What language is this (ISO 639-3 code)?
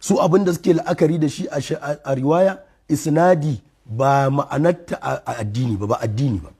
hau